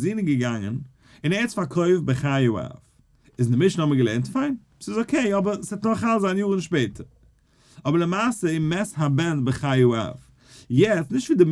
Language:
Yiddish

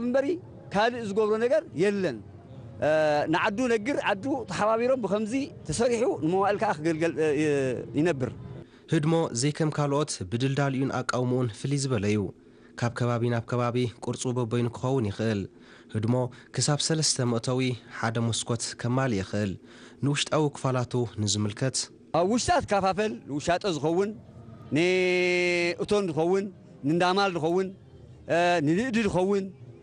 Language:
Tigrinya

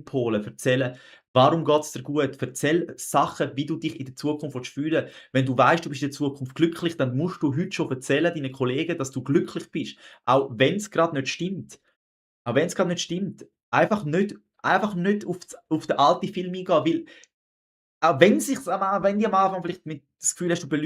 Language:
Swiss German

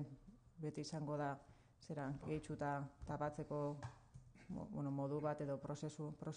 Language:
Basque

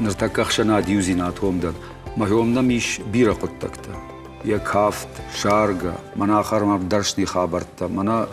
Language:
Ossetic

